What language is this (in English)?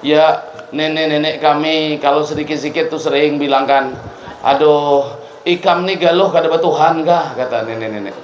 Banjar